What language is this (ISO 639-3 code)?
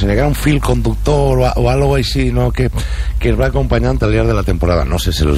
cat